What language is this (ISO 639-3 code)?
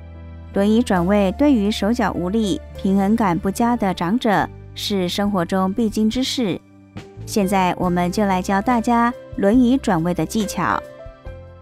zho